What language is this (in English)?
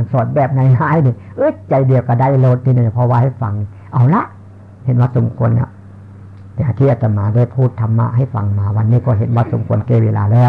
Northeastern Thai